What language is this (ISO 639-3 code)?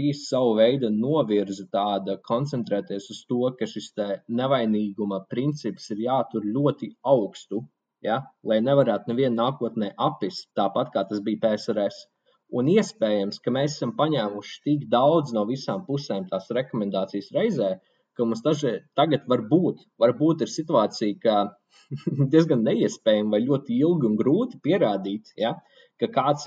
lav